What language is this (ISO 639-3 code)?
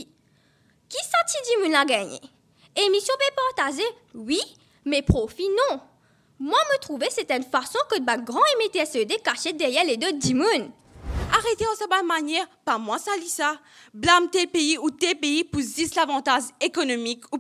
mfe